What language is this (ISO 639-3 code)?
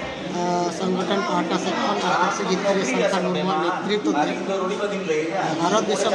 sat